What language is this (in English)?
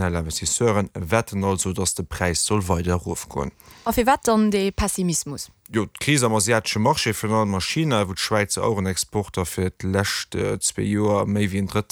Luxembourgish